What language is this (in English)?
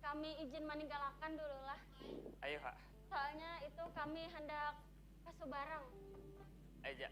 Banjar